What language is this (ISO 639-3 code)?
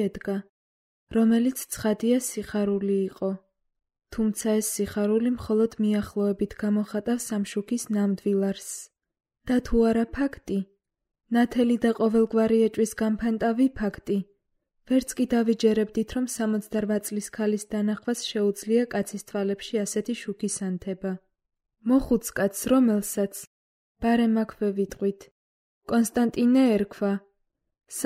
kat